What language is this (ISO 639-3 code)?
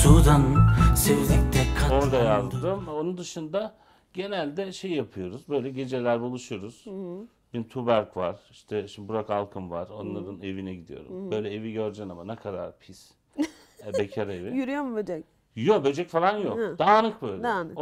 tur